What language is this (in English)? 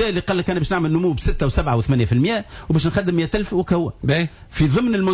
Tunisian Arabic